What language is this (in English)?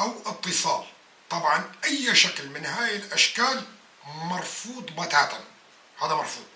North Levantine Arabic